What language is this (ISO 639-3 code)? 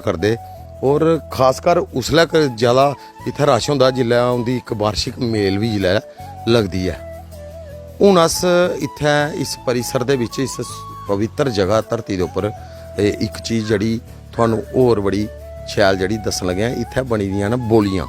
doi